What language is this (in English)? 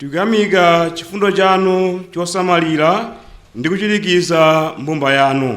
Nyanja